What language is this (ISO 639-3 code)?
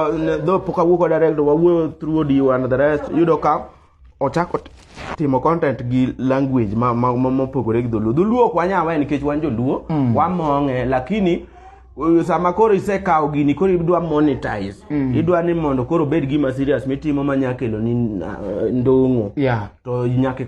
luo